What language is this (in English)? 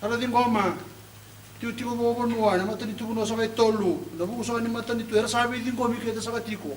Fijian